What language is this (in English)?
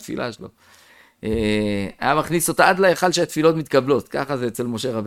Hebrew